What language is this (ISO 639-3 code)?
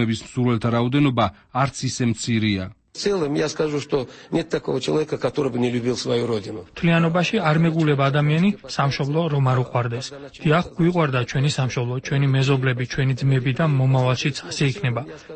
kat